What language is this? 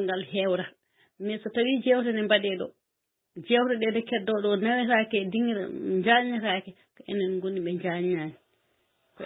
Fula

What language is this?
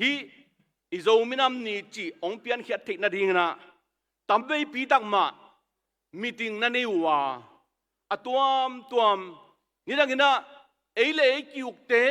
Tedim Chin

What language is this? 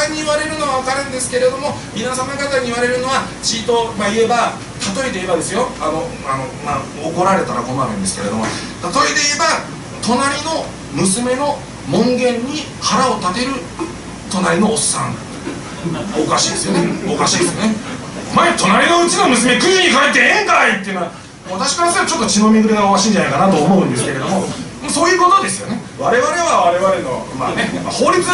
Japanese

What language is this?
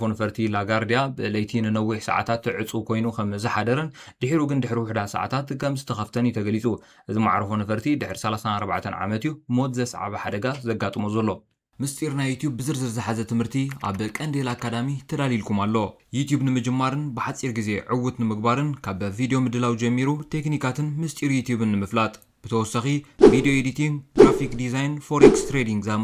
Tigrinya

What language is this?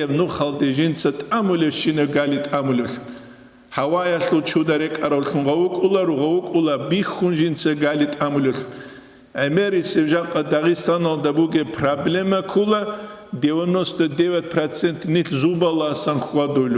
Avaric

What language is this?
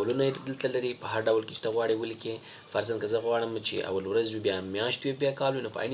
Pashto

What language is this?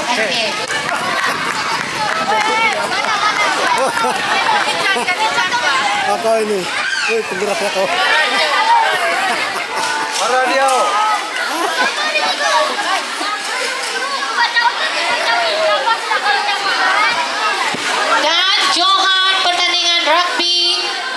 Malay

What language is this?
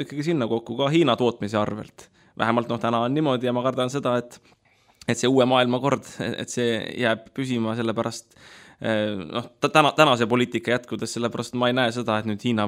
Estonian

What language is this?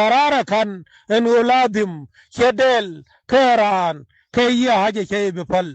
Nuer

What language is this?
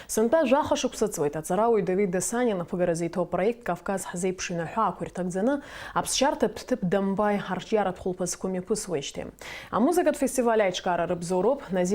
Abkhazian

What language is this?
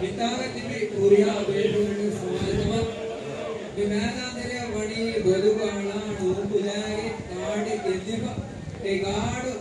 Divehi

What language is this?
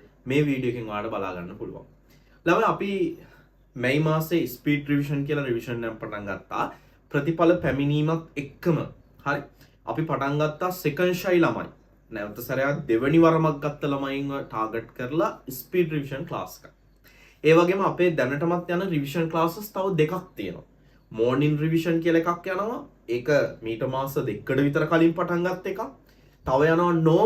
Sinhala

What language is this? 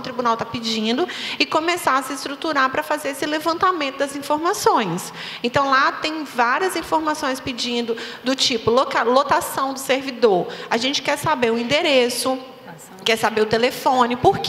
Portuguese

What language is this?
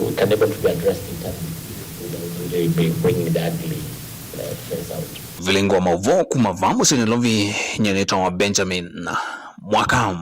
Kamba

